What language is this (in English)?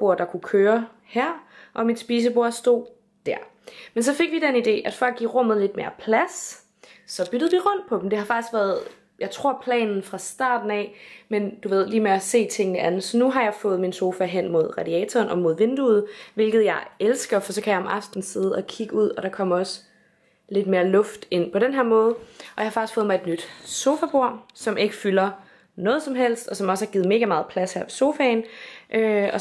Danish